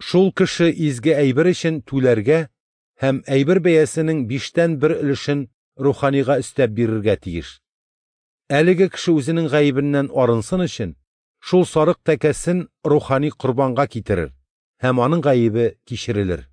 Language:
Tatar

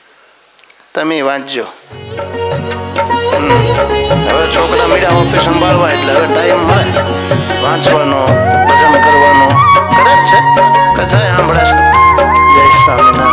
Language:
Gujarati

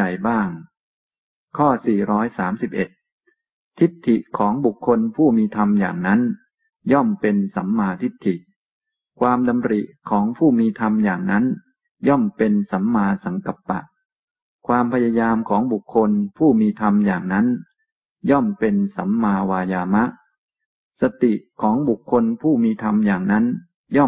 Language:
Thai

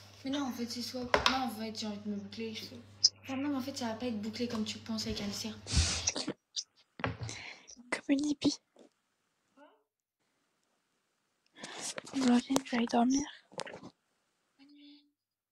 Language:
French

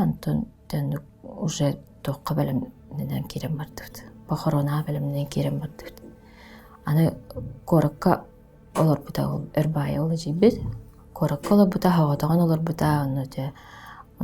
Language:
Yakut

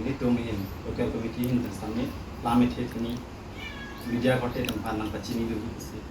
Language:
Karbi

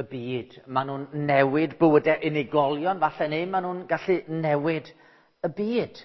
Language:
Welsh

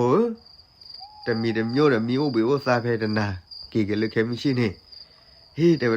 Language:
S'gaw Karen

